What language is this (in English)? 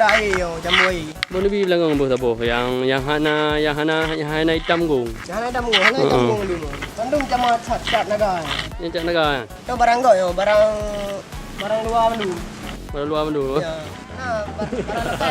Achinese